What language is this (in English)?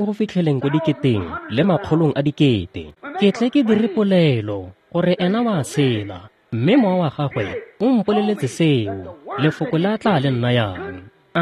Tswana